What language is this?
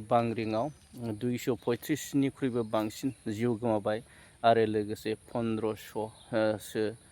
Bodo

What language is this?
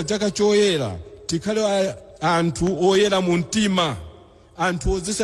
Nyanja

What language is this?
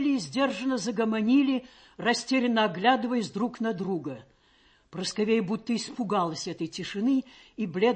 Russian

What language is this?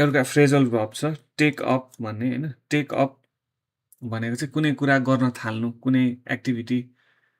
Nepali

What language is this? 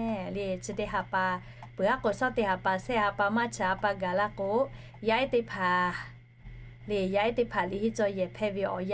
Lahu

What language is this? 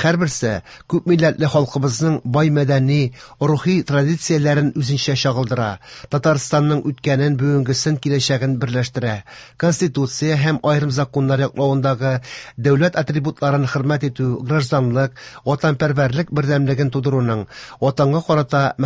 Tatar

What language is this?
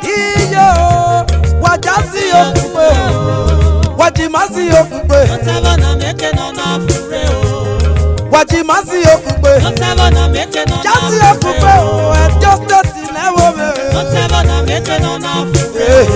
Esan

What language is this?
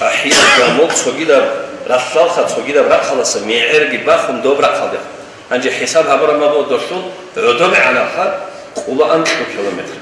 Avaric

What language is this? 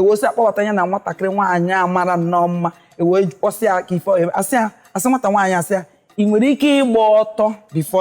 Igbo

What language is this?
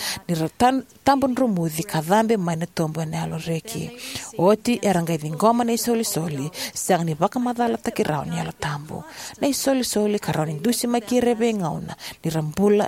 Fijian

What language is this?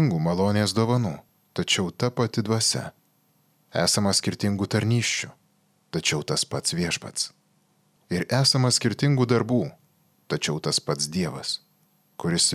Lithuanian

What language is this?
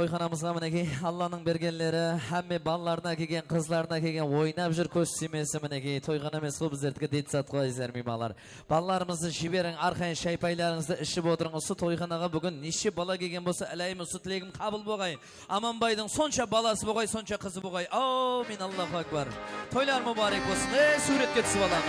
Kara-Kalpak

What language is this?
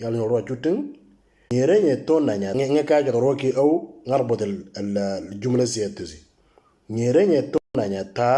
Moro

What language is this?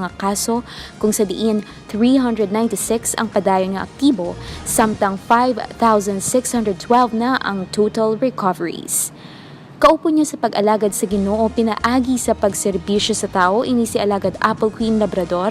Hiligaynon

